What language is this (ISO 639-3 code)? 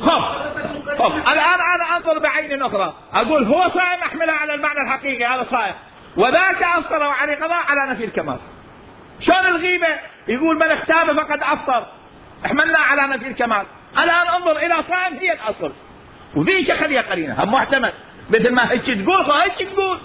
acm